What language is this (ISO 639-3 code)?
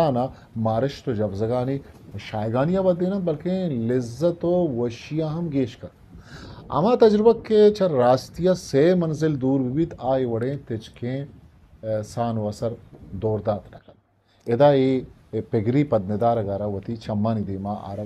bal